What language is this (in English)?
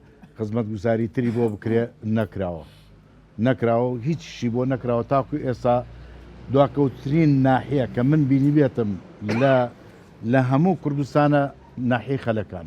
Central Kurdish